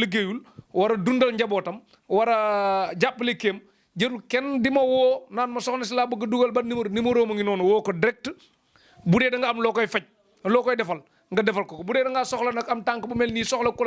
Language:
Wolof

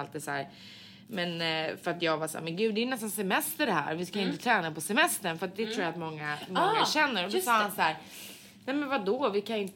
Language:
Swedish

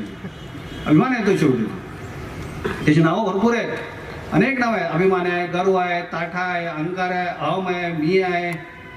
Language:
Marathi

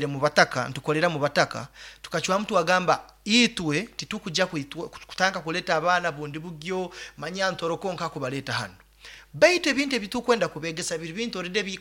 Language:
Nyoro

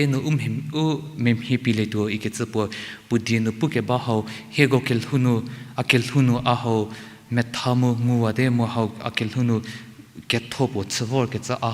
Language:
Angami Naga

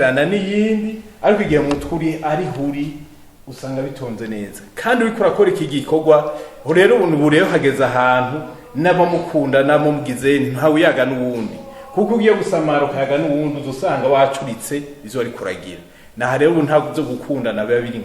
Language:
Rundi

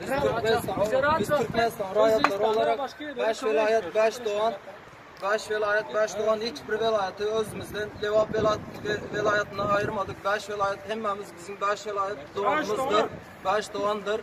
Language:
Turkmen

